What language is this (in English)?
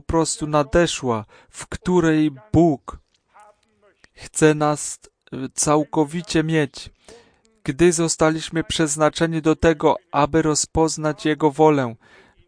Polish